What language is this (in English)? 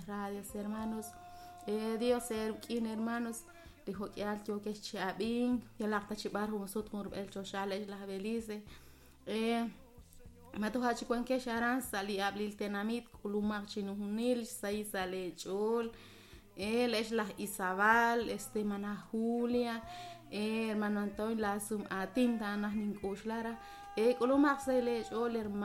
Kekchí